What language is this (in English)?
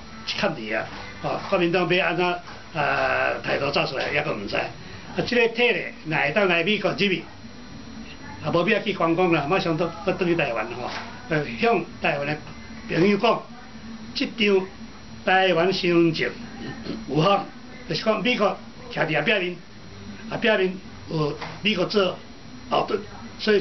Min Nan Chinese